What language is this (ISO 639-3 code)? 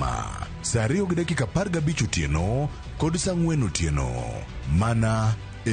luo